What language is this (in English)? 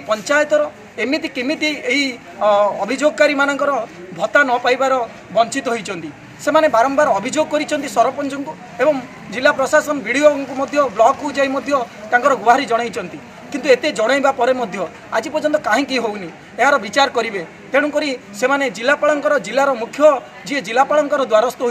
Odia